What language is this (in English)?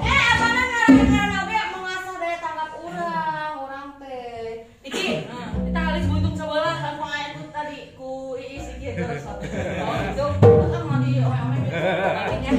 Sundanese